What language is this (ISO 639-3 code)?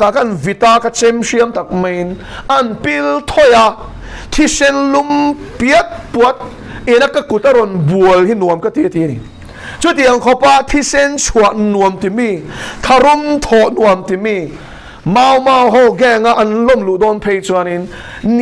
lus